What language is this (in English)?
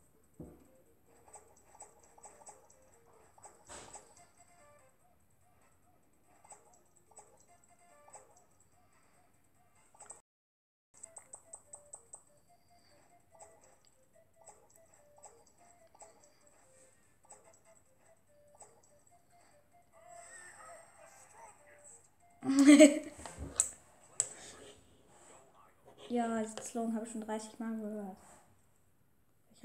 German